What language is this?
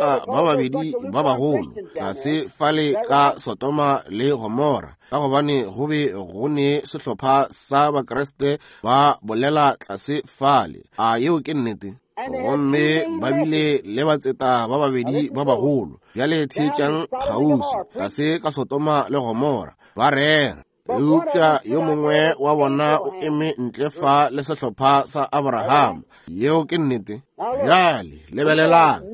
Northern Sotho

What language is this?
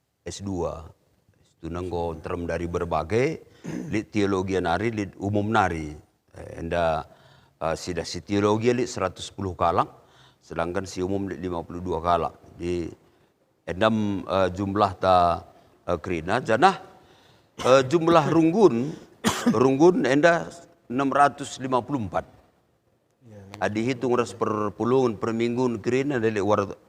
Batak Karo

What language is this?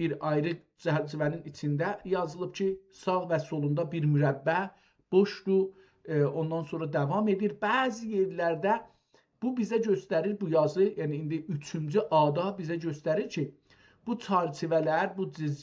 South Azerbaijani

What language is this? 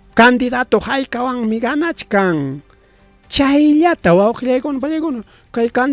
Ayacucho Quechua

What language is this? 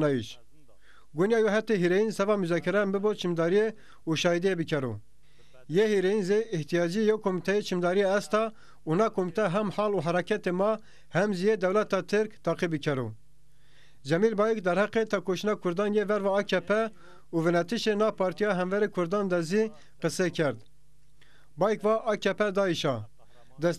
Zaza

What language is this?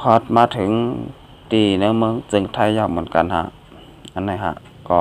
Shan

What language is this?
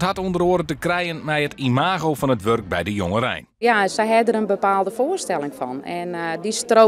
Western Frisian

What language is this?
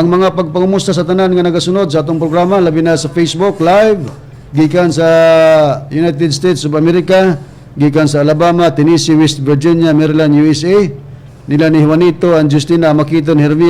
Cebuano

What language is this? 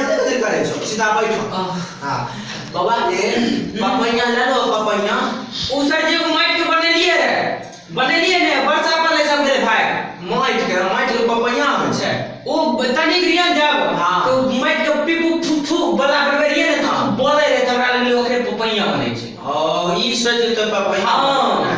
Maithili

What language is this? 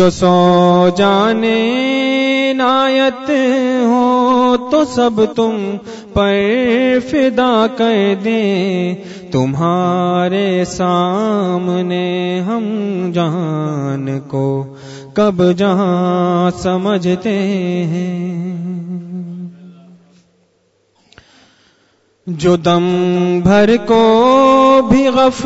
Urdu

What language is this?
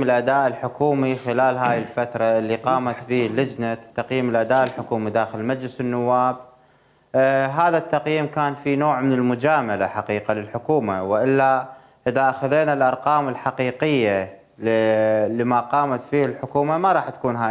Mesopotamian Arabic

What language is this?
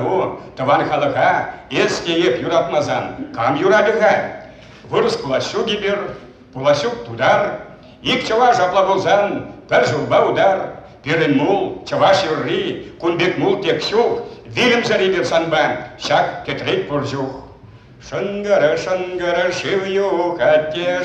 Chuvash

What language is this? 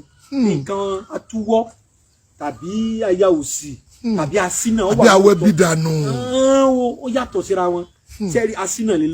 Yoruba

